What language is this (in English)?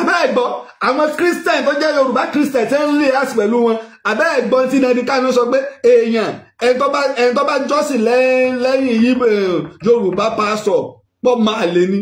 Yoruba